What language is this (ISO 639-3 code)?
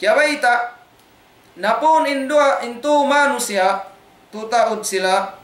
tsg